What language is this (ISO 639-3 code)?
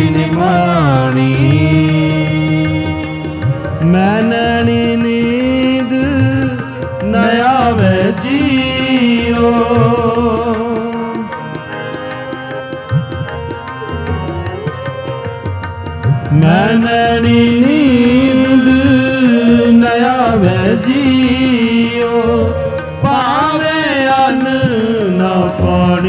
pan